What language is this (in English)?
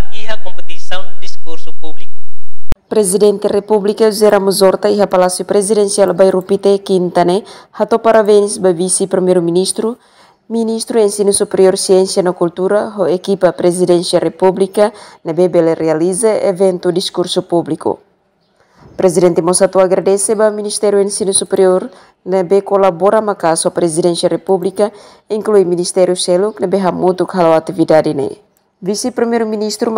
Tetum